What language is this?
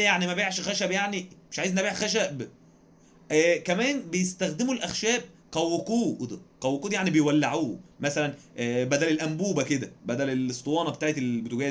Egyptian Arabic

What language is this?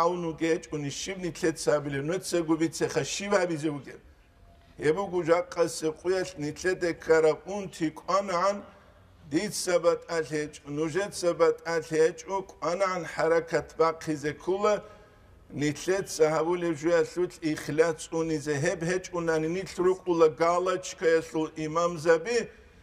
Avaric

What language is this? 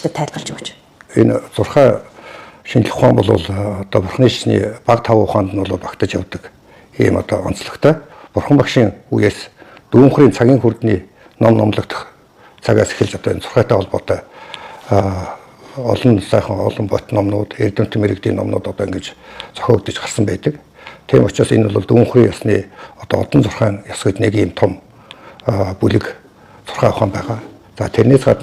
Mongolian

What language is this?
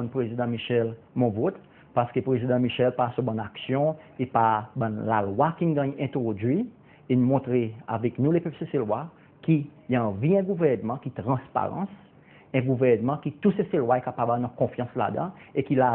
Seselwa Creole French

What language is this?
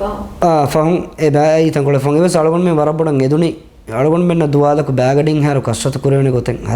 Divehi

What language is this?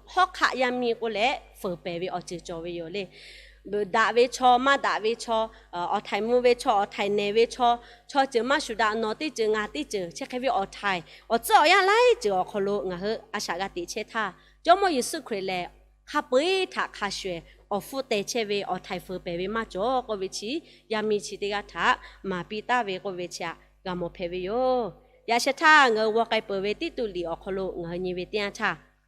Lahu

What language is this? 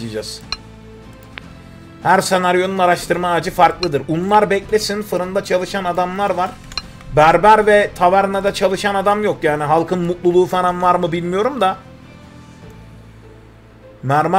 Turkish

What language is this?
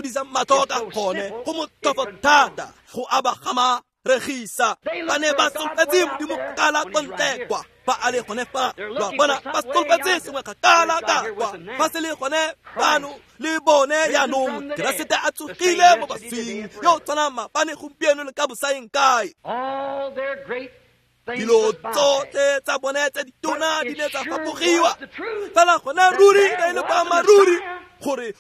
Tswana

